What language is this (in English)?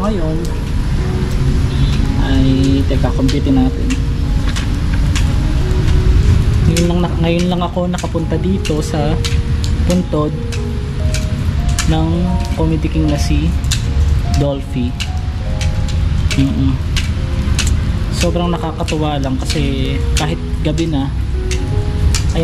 Filipino